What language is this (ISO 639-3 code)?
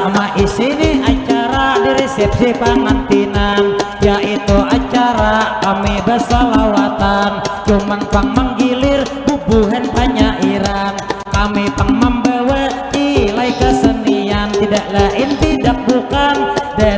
bjn